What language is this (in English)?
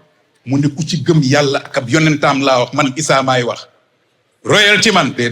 Wolof